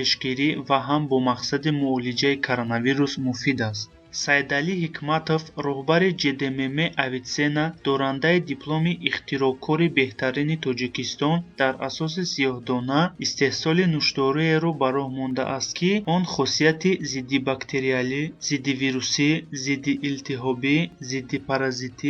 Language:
Tajik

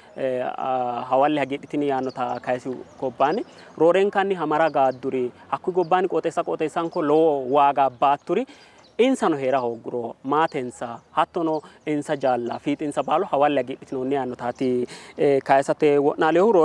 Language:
Sidamo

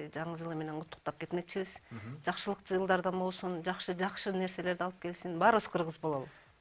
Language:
Kyrgyz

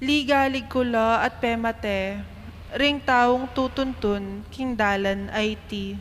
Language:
Pampanga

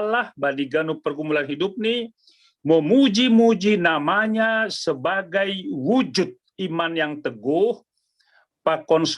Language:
Batak Simalungun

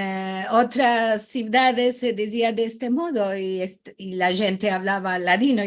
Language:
Ladino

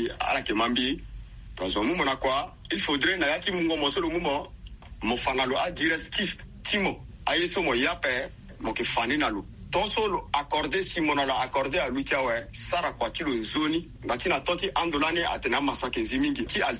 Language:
Sango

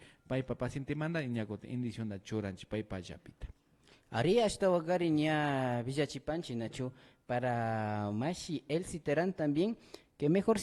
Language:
Imbabura Highland Quichua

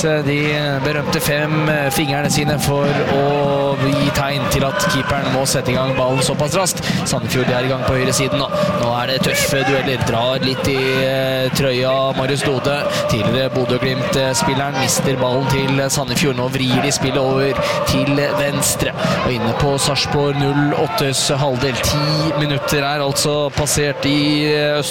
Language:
Norwegian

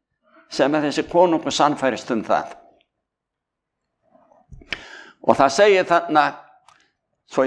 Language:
Icelandic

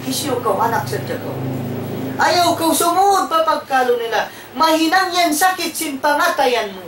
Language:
Tausug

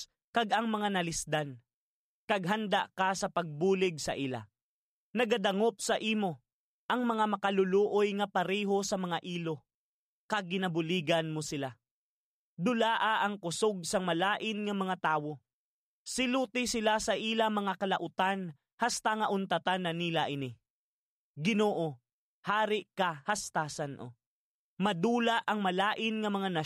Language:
Hiligaynon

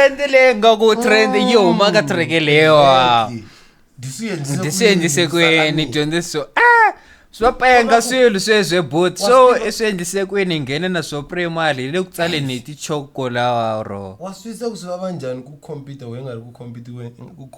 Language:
Tsonga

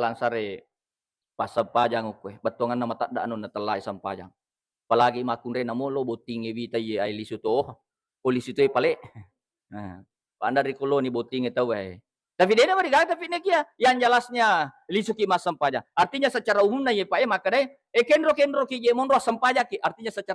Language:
Buginese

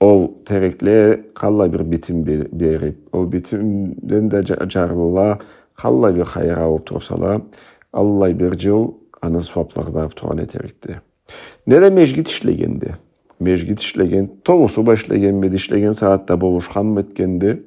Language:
Karachay-Balkar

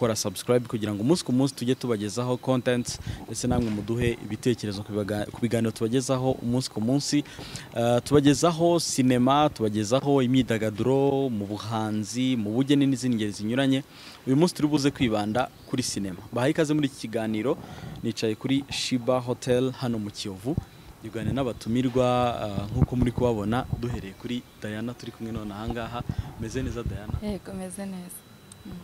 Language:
Kinyarwanda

